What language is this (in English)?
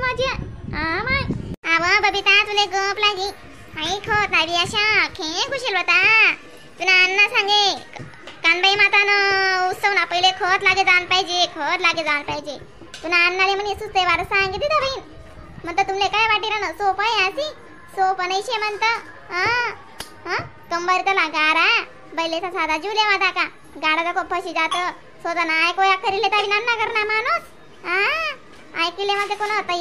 Khandesi